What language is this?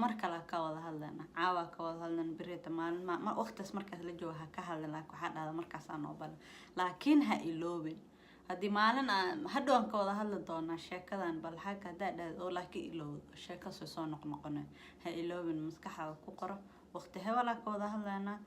Somali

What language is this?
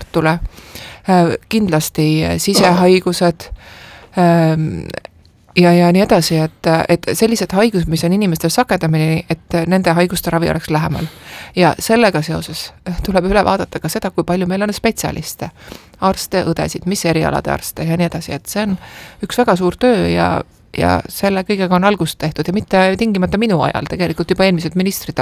Estonian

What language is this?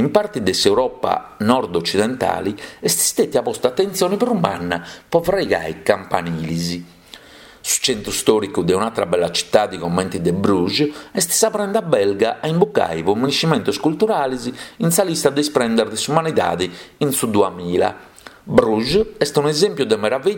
Sardinian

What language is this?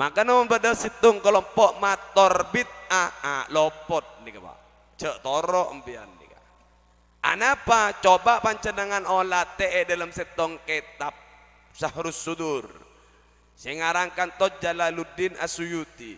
Madurese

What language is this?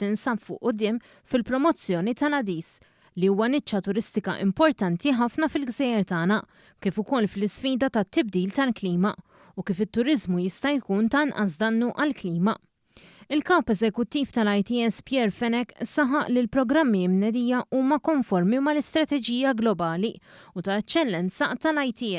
Maltese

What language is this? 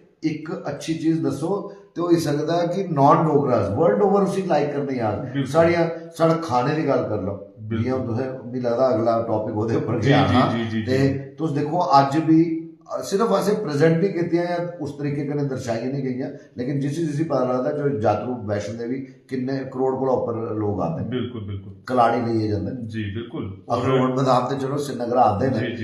Dogri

